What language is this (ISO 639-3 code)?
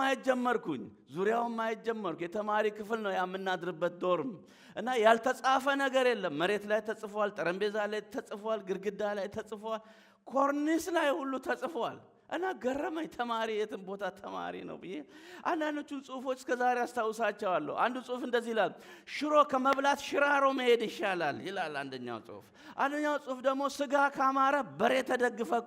amh